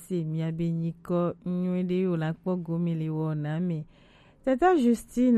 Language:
Gen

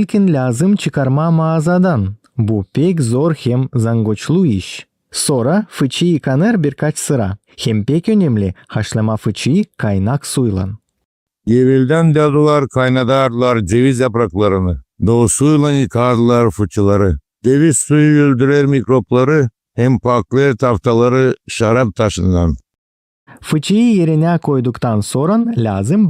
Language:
Gagauz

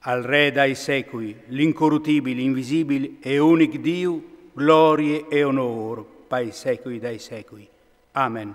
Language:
Friulian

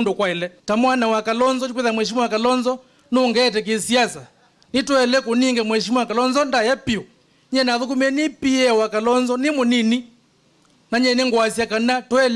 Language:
Kamba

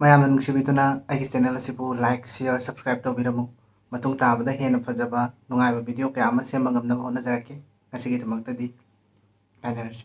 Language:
Manipuri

